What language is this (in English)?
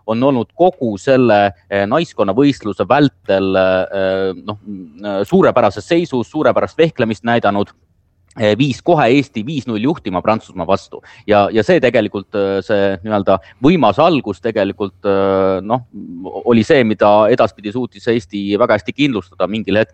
Estonian